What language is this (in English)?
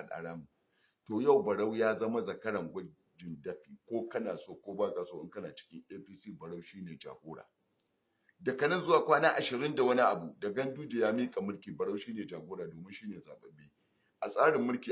Hausa